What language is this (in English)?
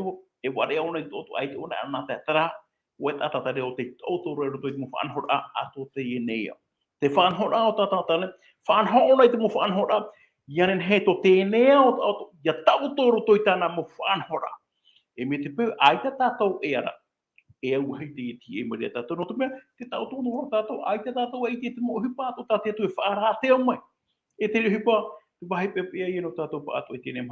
Tahitian